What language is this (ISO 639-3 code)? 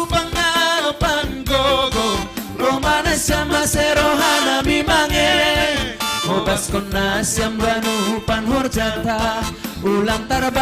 bts